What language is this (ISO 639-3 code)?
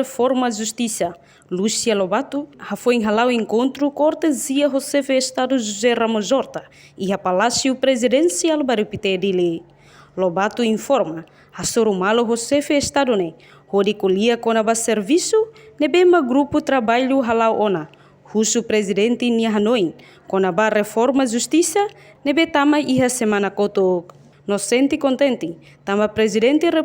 tet